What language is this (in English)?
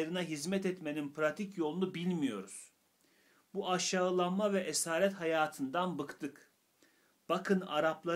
Turkish